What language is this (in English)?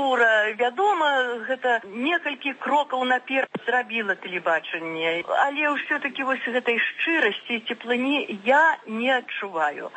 Belarusian